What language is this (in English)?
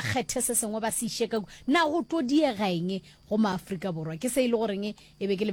Northern Sotho